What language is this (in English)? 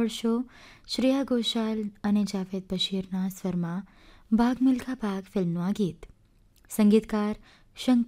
Gujarati